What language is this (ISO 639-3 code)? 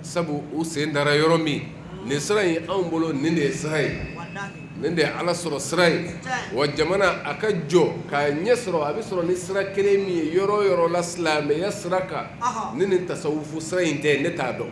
bam